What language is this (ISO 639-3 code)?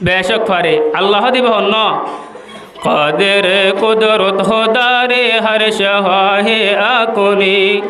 rhg